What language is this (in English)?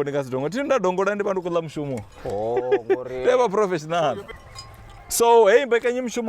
Venda